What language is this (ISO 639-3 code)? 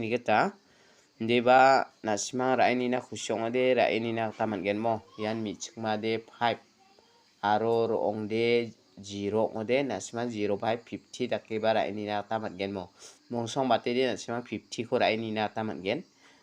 grt